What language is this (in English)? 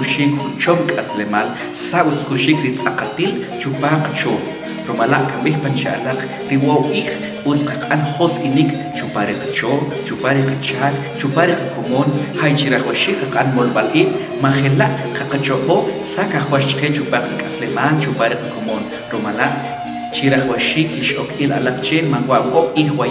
Achi